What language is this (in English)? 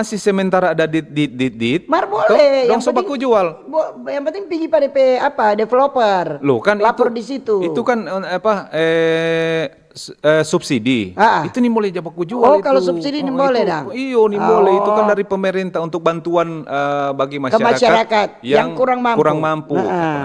Manado Malay